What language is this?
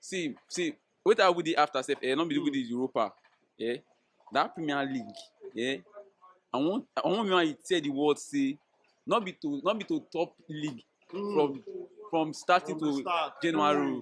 Nigerian Pidgin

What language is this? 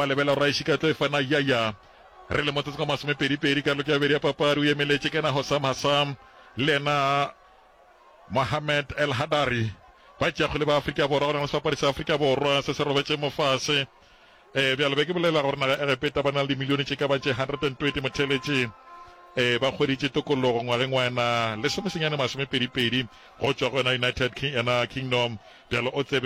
Northern Sotho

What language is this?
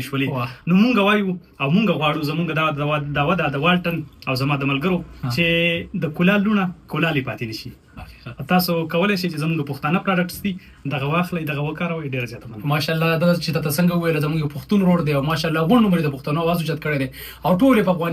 Pashto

